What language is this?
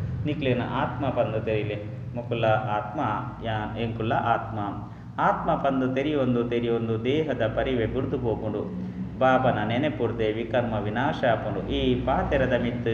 Tulu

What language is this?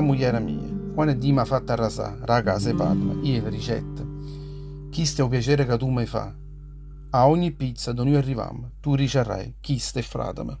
Neapolitan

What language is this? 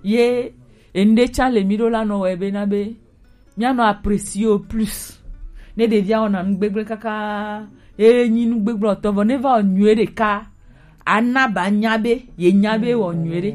Gen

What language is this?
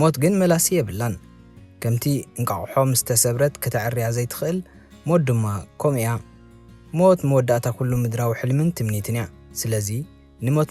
Tigrinya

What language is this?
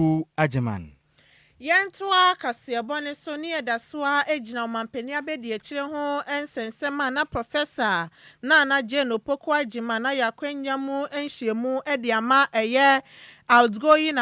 Akan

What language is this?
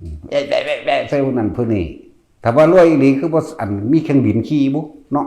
Northeastern Thai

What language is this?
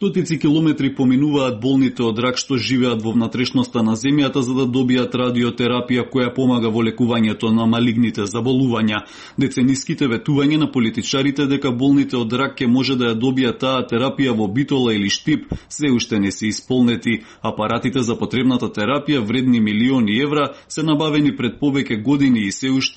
Macedonian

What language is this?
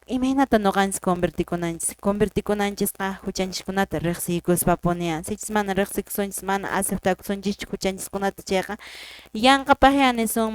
Quechua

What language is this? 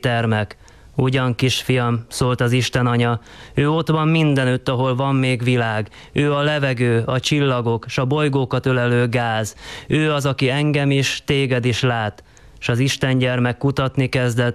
Hungarian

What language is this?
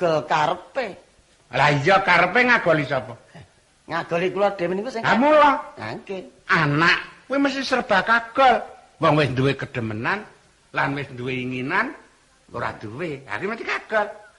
Javanese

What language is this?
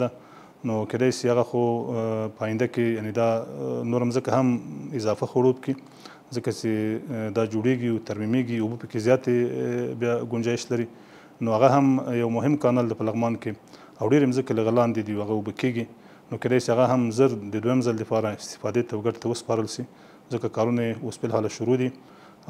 Pashto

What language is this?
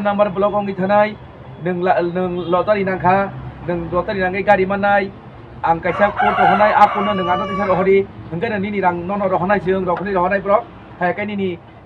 Kok Borok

